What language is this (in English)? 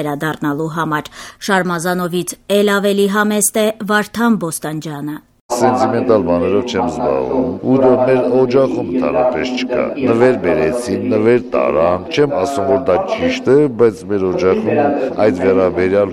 Armenian